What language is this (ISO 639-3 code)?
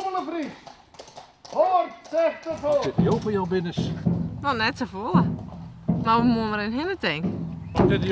fry